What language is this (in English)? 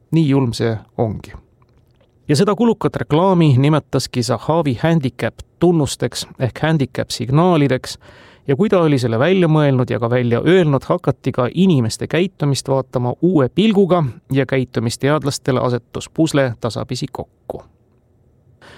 Estonian